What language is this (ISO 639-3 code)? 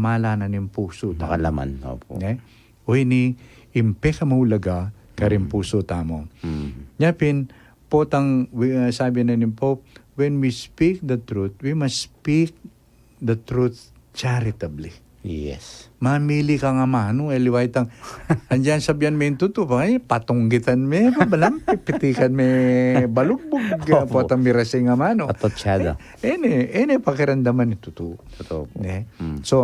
pam